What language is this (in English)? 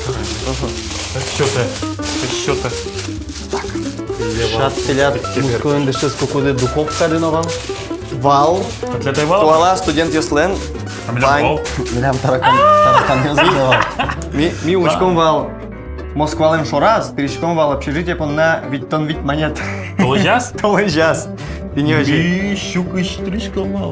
Udmurt